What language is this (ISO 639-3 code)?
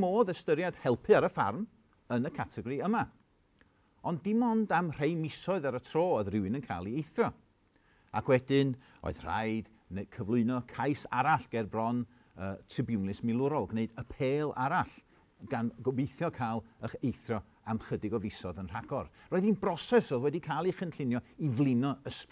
cym